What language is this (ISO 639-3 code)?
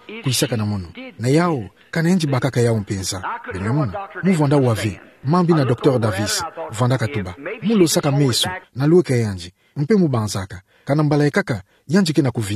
ktu